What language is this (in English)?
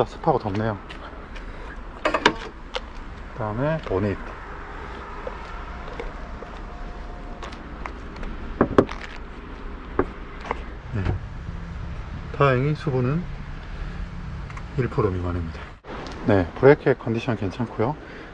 Korean